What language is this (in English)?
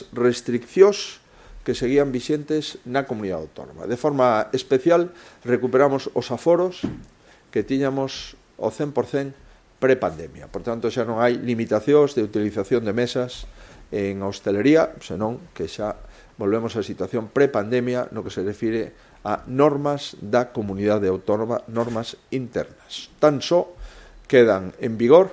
Galician